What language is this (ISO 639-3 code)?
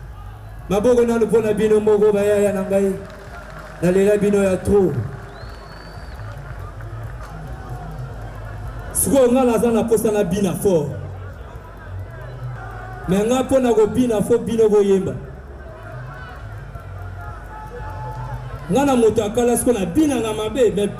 lin